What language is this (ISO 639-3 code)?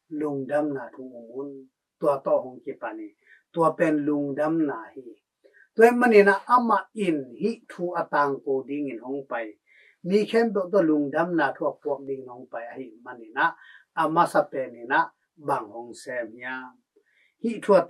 ctd